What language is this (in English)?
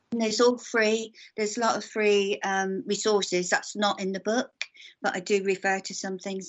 English